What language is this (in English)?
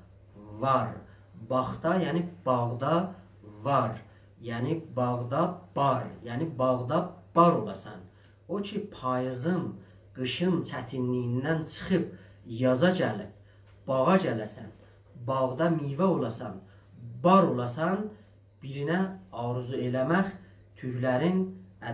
South Azerbaijani